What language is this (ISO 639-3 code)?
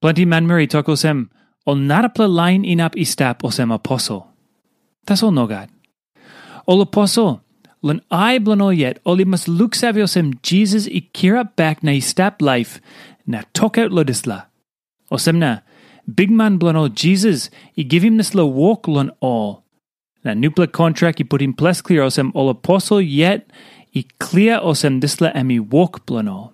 tpi